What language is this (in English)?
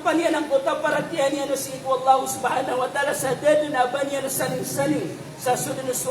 Maranao